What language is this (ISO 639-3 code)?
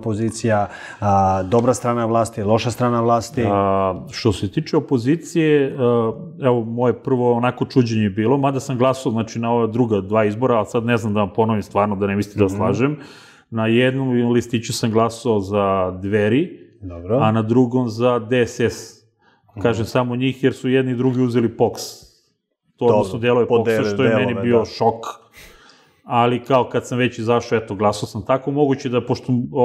srp